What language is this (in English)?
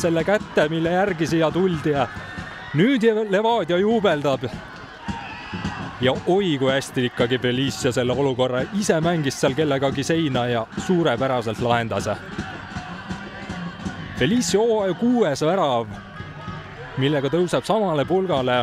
Estonian